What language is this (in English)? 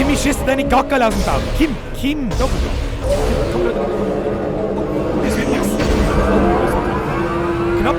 Bavarian